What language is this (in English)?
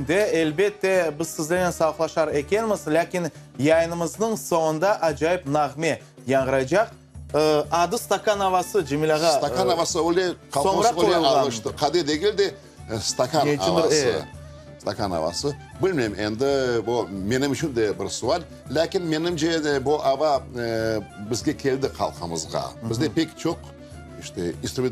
Crimean Tatar